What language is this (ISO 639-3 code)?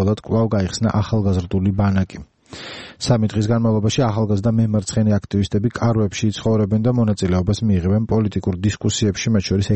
kat